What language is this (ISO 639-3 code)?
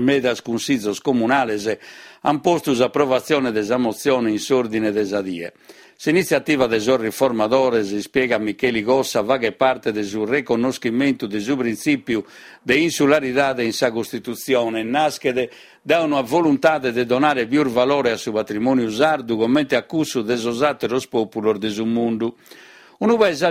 srd